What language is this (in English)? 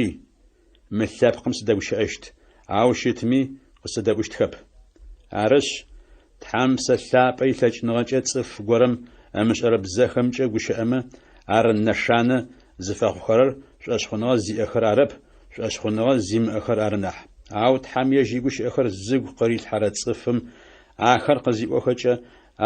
Adyghe